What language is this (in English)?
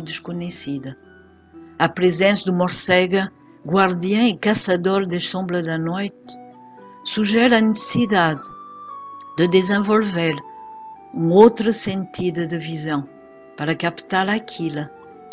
Portuguese